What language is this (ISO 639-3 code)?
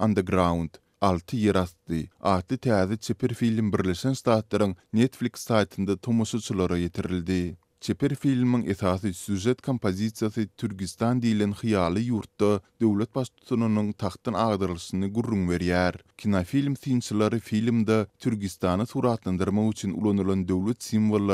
tuk